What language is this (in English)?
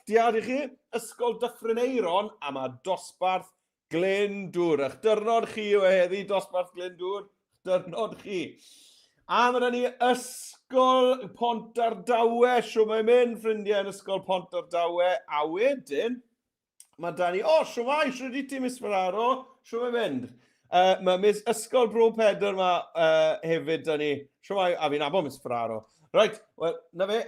Welsh